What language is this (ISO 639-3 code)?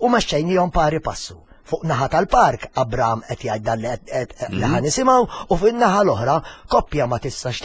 mlt